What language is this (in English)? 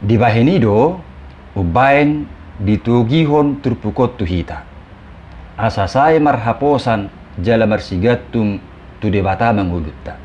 Batak Toba